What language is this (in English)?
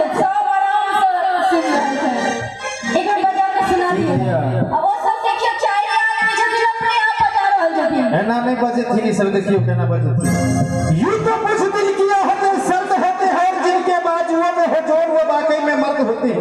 Maithili